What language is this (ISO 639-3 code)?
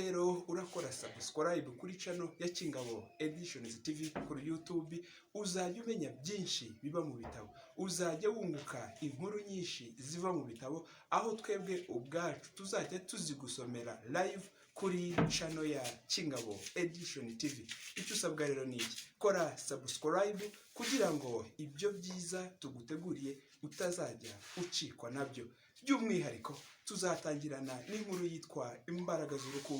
kin